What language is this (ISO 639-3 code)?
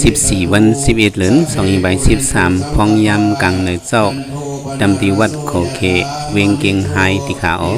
shn